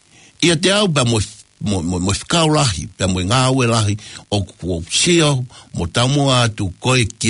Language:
Tongan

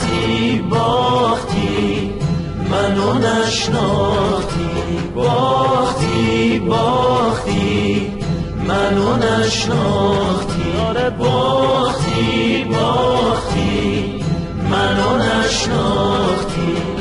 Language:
Persian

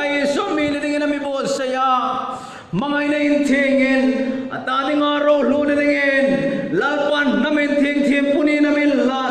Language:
Hmar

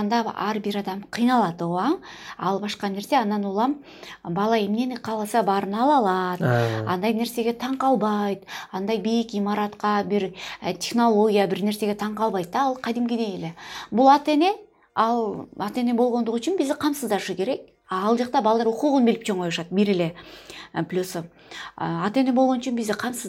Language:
Kyrgyz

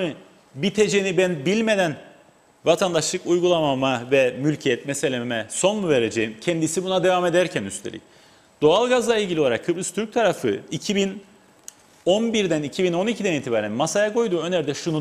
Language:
Turkish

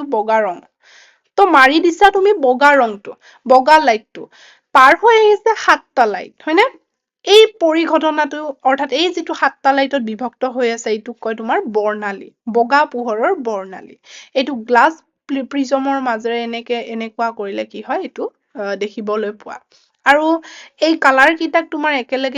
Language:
Assamese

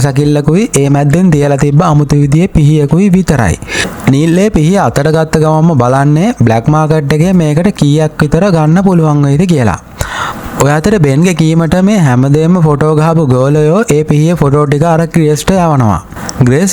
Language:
Sinhala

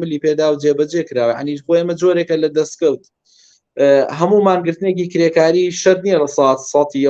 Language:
Central Kurdish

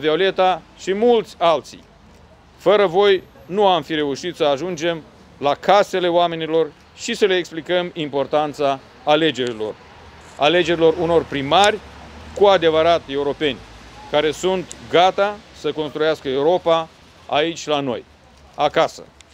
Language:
Romanian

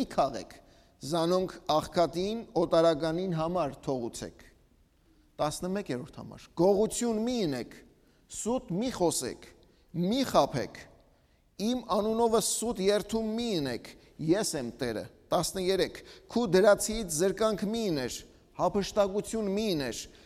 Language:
Western Armenian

